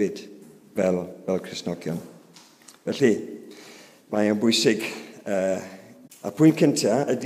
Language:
Welsh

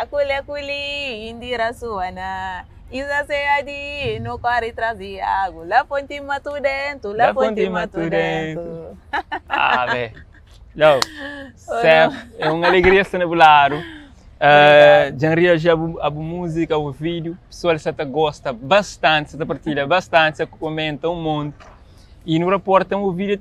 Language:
Kabuverdianu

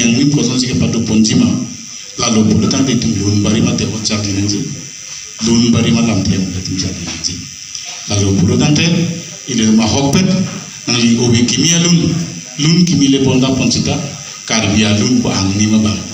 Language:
Karbi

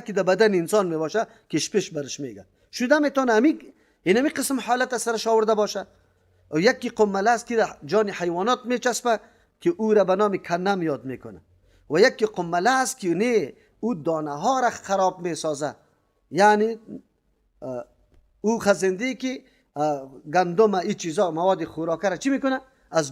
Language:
Persian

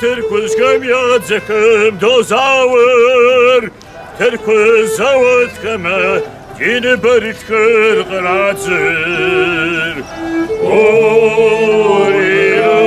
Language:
Kabardian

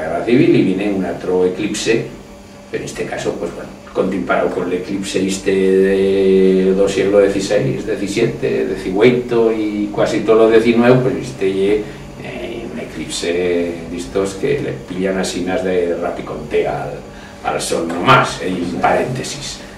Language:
Aragonese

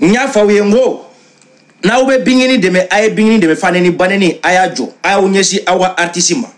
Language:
Bambara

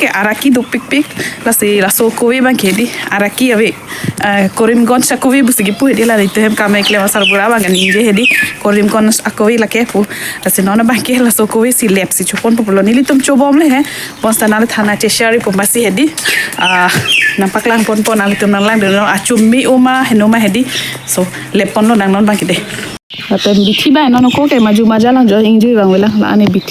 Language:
Karbi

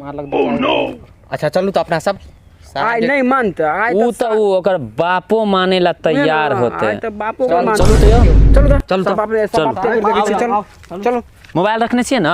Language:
Maithili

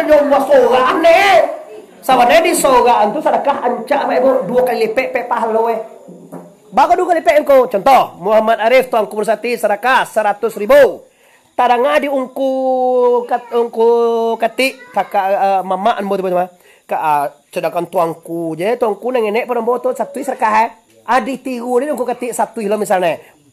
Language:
Minangkabau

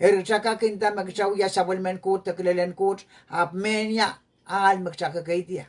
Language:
Pohnpeian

